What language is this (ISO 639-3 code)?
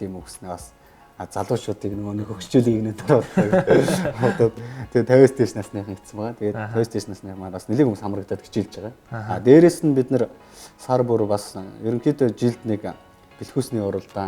mon